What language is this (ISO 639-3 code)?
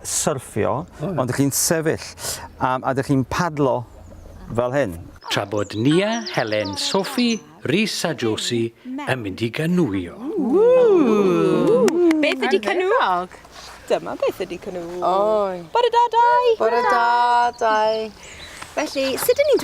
cym